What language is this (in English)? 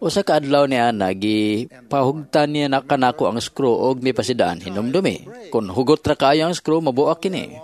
Cebuano